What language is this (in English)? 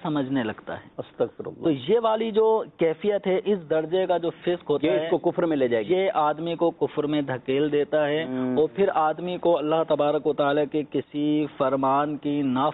Urdu